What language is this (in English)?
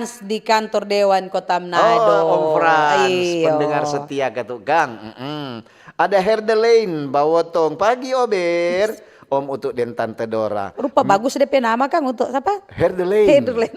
Manado Malay